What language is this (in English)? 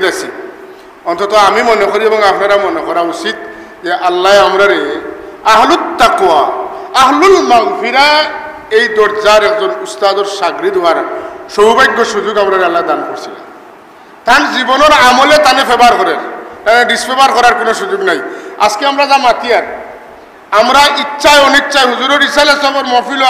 Sylheti